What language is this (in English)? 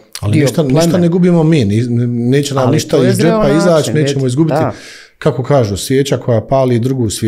Bosnian